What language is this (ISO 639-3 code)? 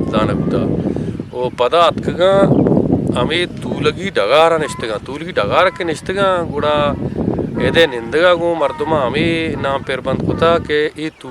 bgp